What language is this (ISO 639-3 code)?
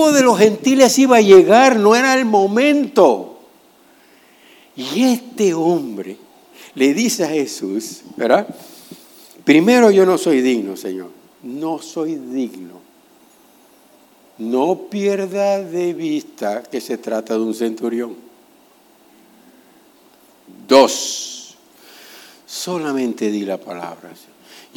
spa